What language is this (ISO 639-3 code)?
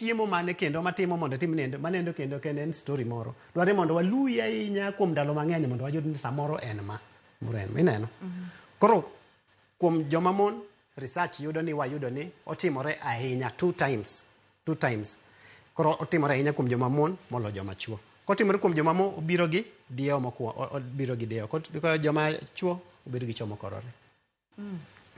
luo